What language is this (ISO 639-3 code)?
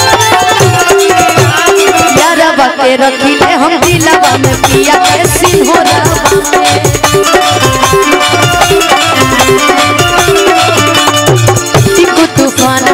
bho